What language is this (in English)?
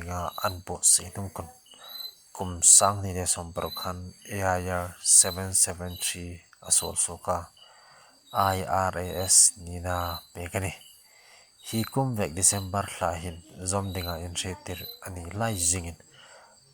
Hmar